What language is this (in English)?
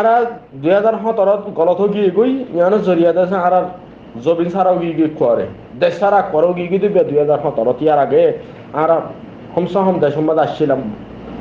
Rohingya